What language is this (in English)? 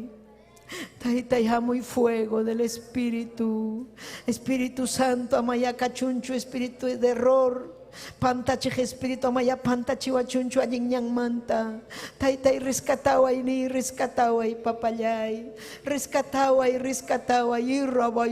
Ayacucho Quechua